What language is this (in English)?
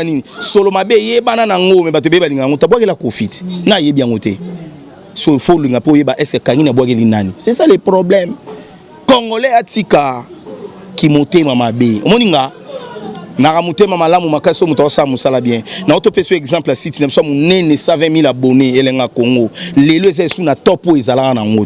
Lingala